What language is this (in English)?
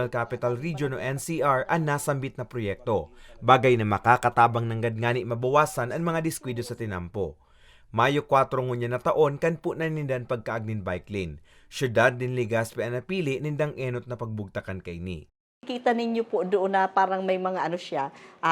Bikol